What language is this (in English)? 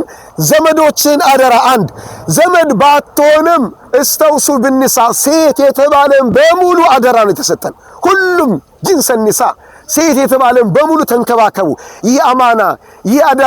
Amharic